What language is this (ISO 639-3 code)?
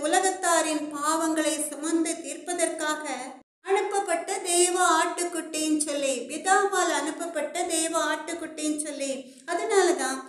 tam